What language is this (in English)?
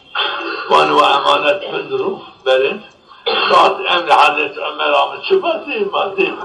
Zaza